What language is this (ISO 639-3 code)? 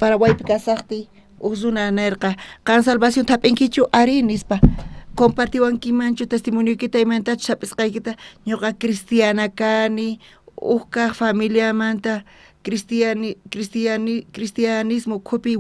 quh